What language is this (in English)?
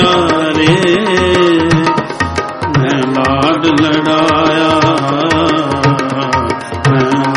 Hindi